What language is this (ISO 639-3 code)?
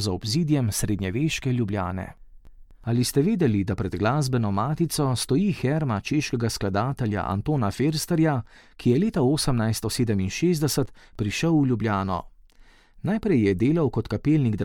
slv